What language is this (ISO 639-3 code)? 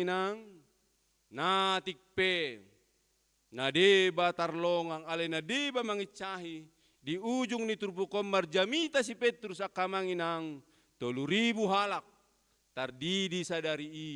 bbc